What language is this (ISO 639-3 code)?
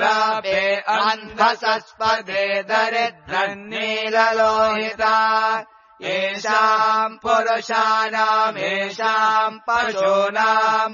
san